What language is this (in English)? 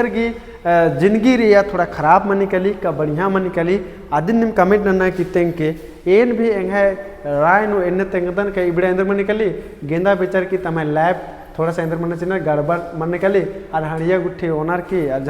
Kurukh